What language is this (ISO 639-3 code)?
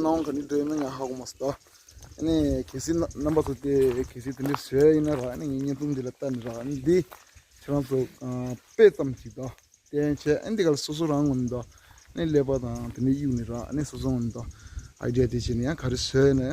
bod